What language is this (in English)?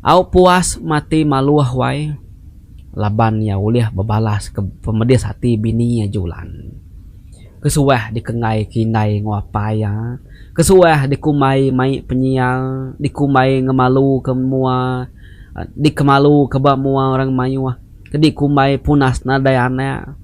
Iban